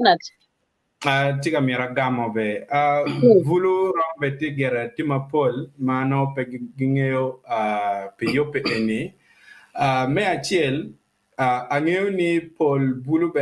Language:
Acoli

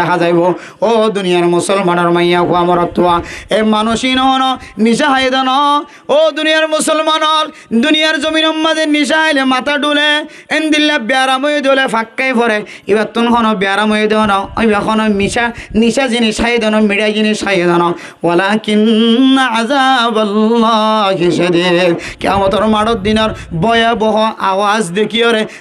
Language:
Rohingya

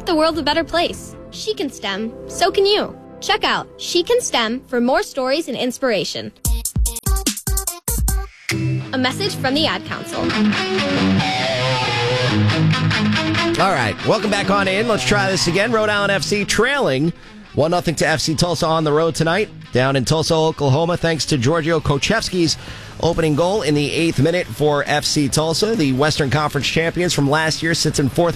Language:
English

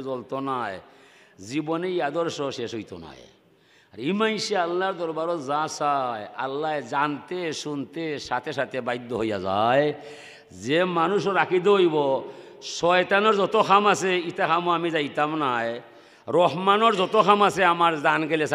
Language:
Sylheti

